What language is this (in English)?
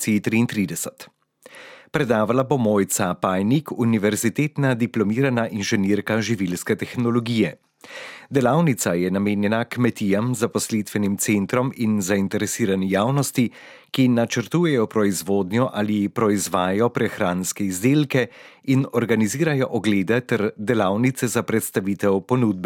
Slovenian